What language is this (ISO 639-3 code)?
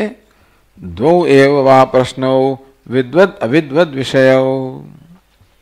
guj